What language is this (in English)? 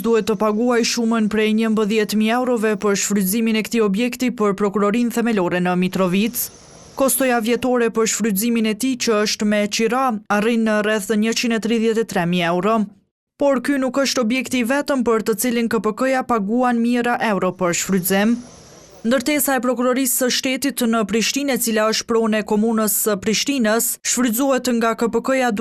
Albanian